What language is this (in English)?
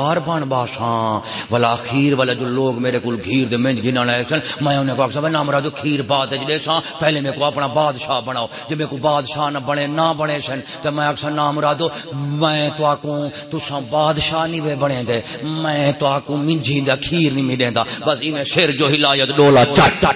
Saraiki